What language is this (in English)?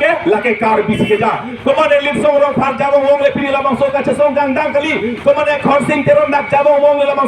Karbi